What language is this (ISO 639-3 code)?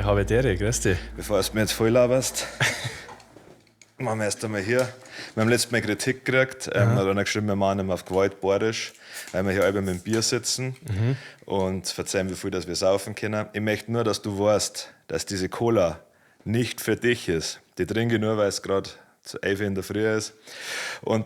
bar